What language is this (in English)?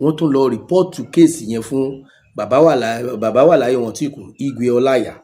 Yoruba